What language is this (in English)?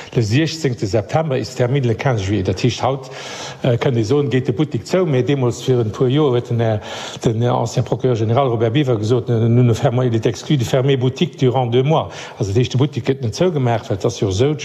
Luxembourgish